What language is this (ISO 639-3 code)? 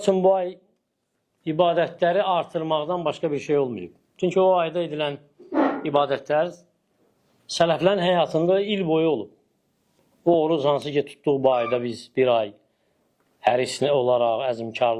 aze